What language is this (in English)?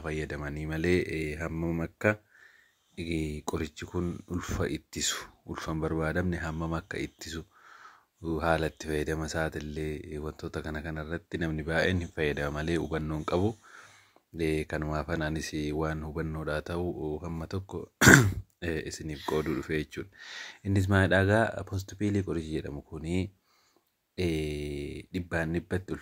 Oromo